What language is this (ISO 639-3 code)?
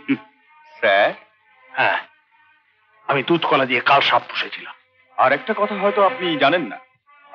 ben